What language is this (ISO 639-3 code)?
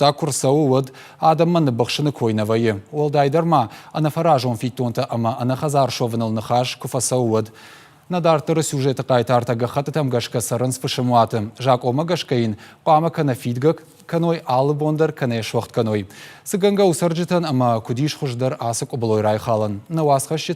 oss